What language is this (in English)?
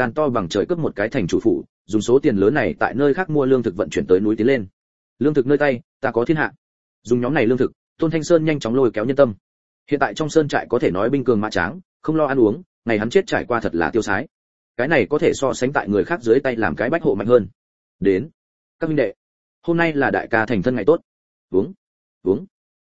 Vietnamese